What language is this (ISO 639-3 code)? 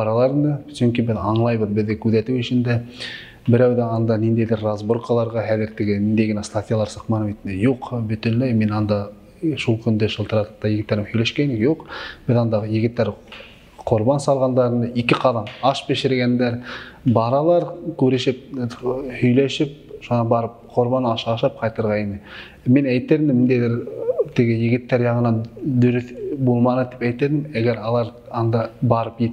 bak